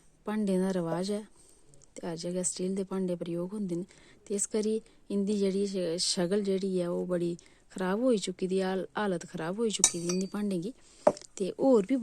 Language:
Dogri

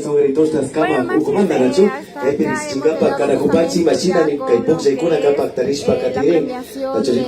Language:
Imbabura Highland Quichua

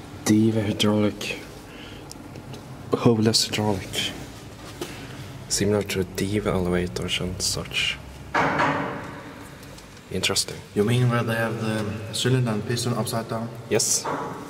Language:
English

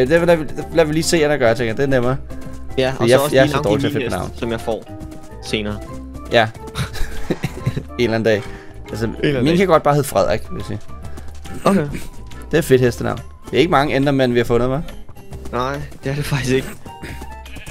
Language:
Danish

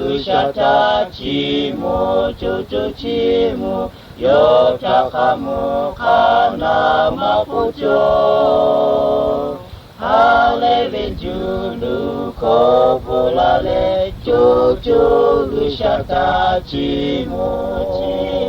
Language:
Lahu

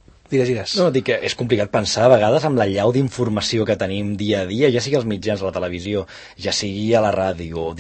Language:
Catalan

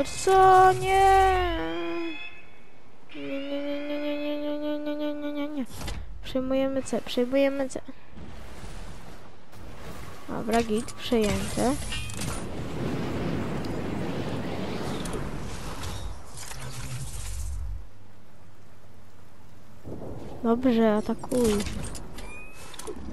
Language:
Polish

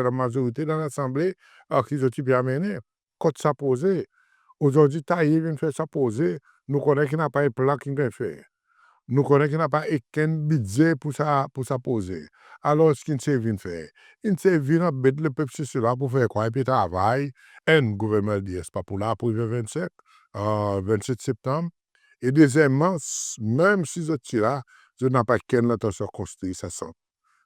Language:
Seselwa Creole French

